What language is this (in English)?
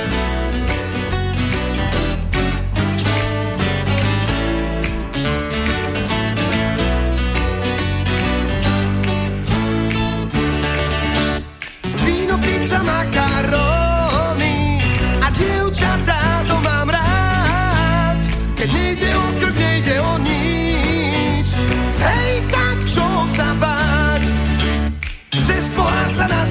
Slovak